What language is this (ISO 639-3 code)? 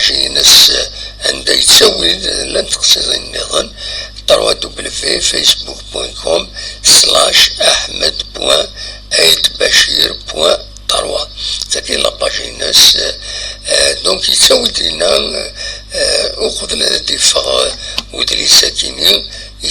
kab